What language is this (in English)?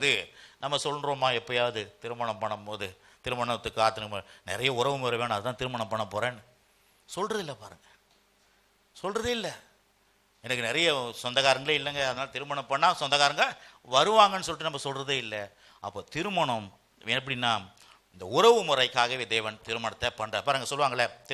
Tamil